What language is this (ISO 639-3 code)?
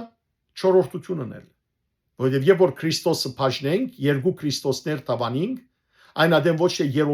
hyw